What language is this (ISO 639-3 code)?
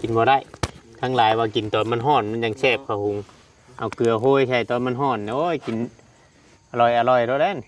tts